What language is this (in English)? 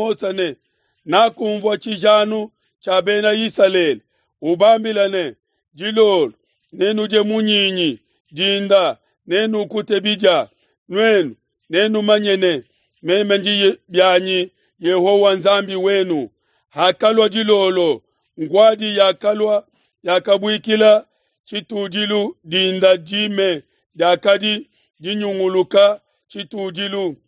Luba-Lulua